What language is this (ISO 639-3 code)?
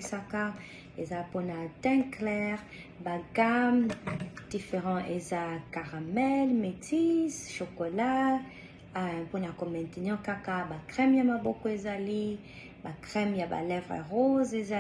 lin